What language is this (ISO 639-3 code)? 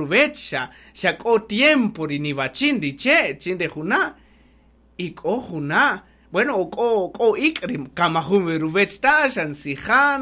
cak